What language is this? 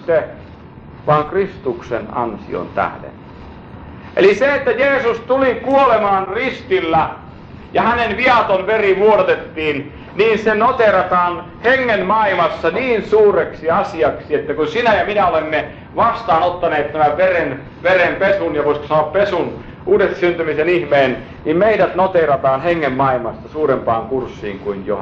Finnish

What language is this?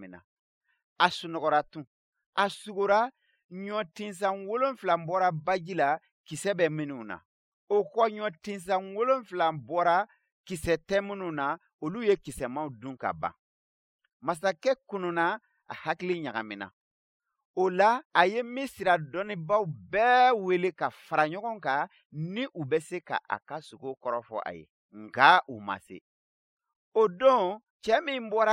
Bambara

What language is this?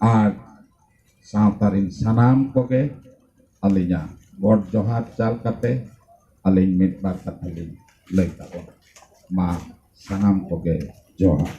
Santali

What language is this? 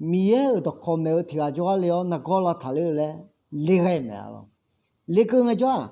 Akha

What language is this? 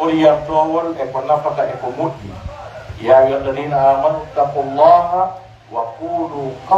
Pular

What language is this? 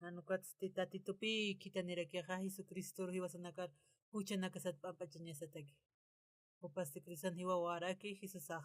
Aymara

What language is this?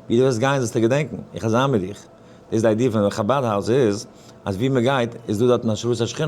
Yiddish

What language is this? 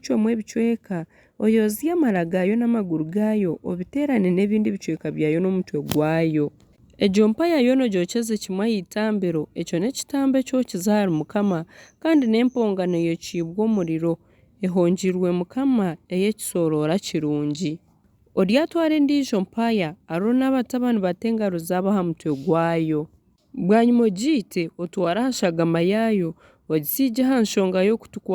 Nyankole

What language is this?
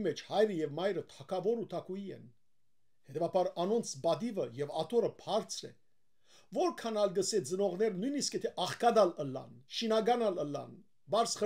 Western Armenian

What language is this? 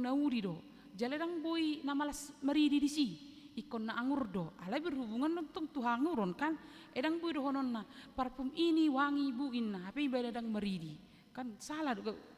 Batak Toba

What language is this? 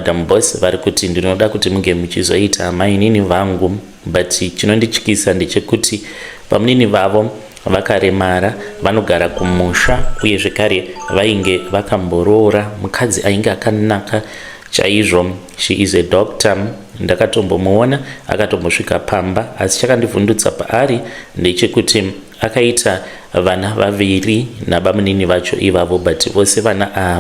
Shona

